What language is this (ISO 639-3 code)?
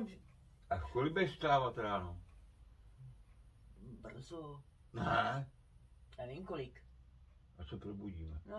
ces